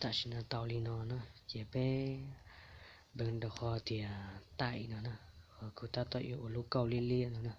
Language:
Hmong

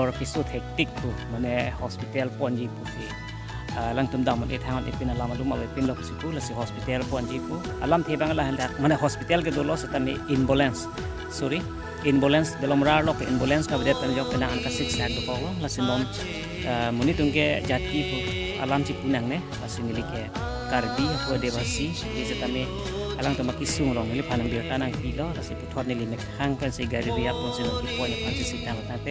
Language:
Karbi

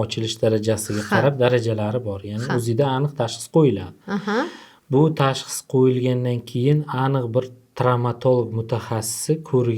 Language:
Uzbek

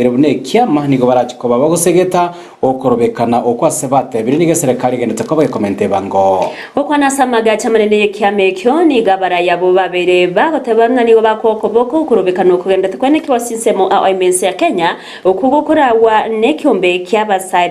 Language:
Gusii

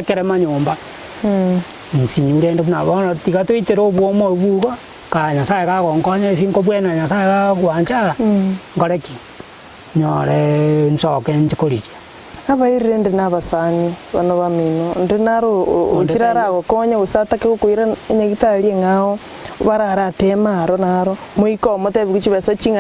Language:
Gusii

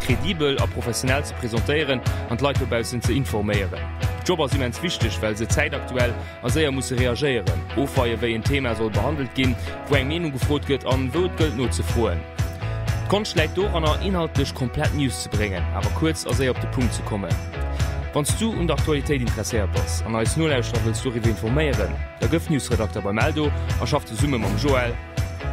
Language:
Luxembourgish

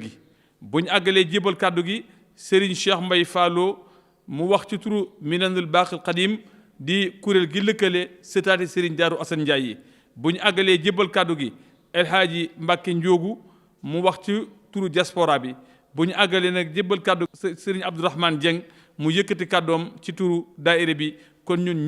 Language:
Wolof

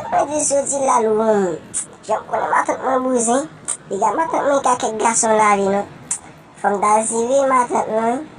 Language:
Haitian Creole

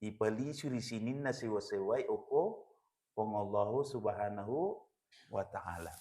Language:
Buginese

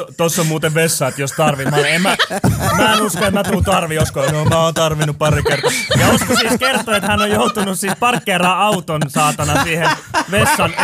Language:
Finnish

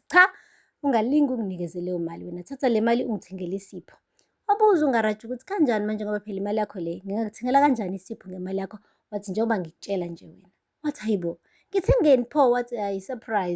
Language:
Zulu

